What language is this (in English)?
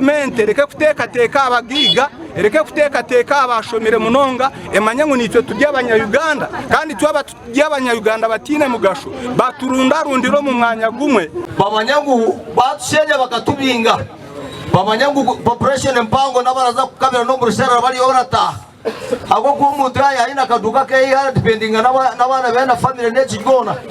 Nyankole